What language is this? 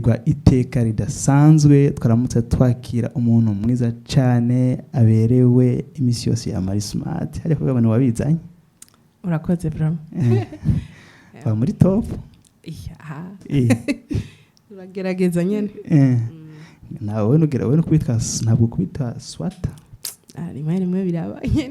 Rundi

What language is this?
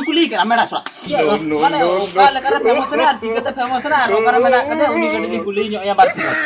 Santali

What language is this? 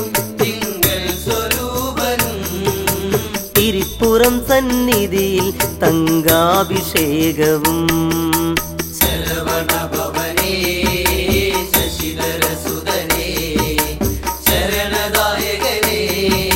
Malayalam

